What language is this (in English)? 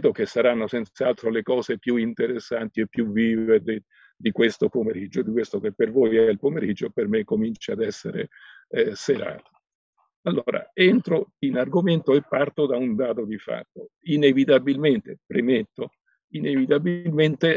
Italian